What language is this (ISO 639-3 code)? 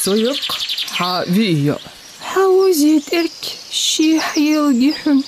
inh